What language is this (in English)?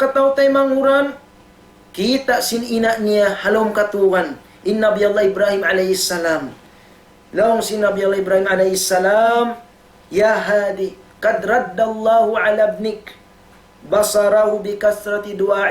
Tausug